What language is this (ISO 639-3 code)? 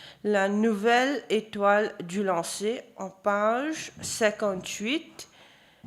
mfe